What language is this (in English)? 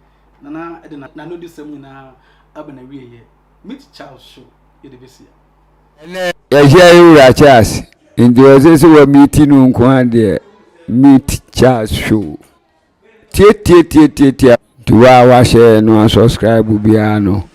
Akan